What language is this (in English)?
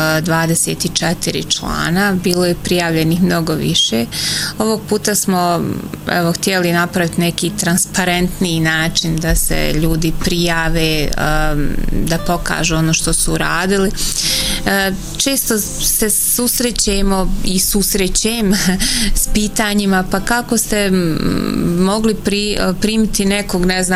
Bosnian